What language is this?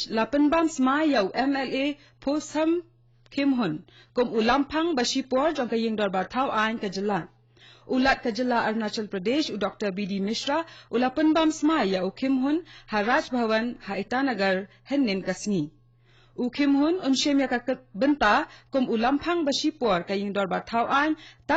Khasi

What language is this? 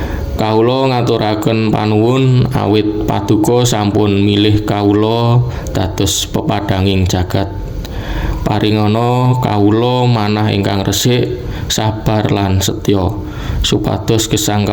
Javanese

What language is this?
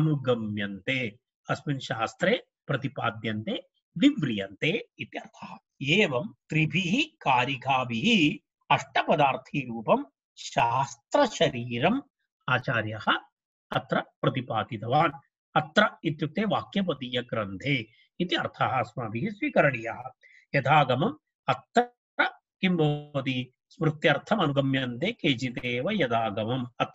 Sanskrit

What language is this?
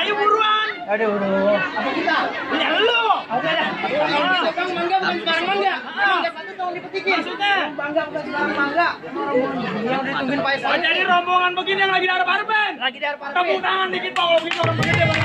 Betawi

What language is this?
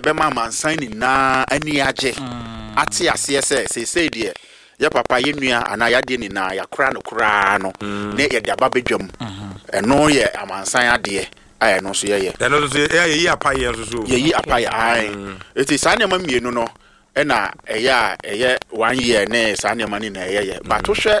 Akan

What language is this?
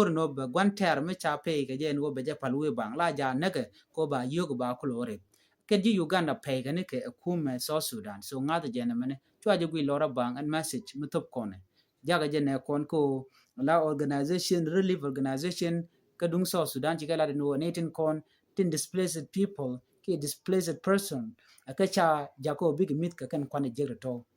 Nuer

